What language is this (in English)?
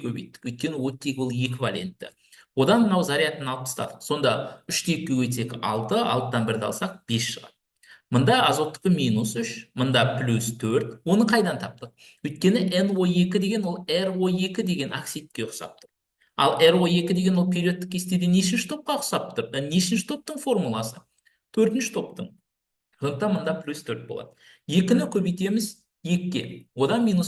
Kazakh